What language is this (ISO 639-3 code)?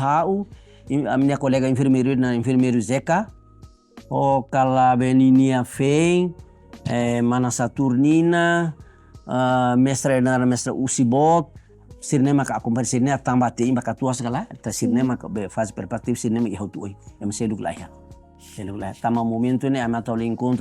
tet